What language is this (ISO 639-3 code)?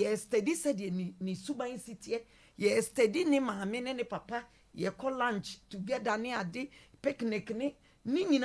aka